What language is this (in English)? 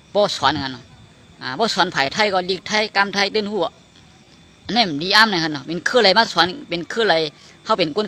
Shan